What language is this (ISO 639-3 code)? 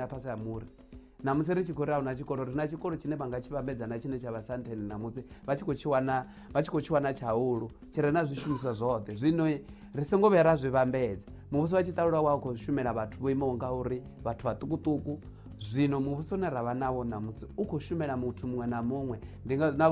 ven